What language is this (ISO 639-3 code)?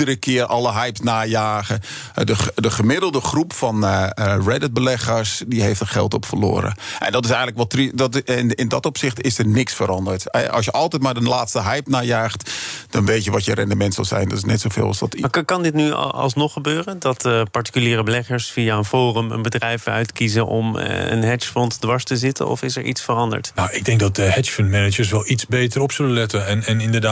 nld